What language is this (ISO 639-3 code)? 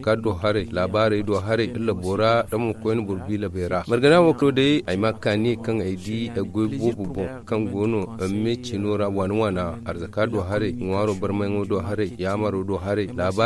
dje